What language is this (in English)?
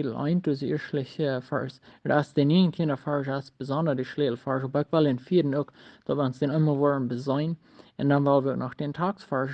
Plautdietsch